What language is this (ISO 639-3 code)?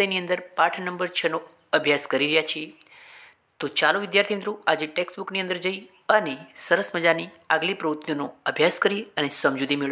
guj